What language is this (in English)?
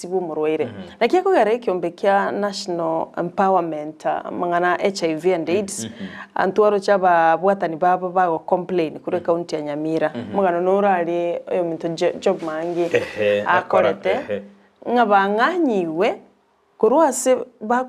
Gusii